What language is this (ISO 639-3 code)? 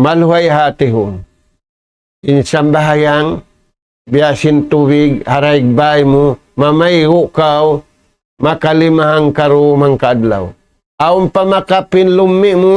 tsg